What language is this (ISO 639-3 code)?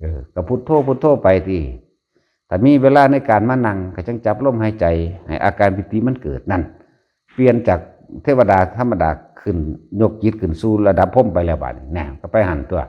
lao